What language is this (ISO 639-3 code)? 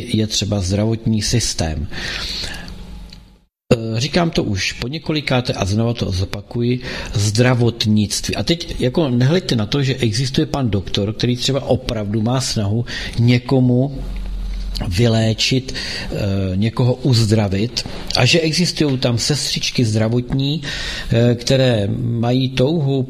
ces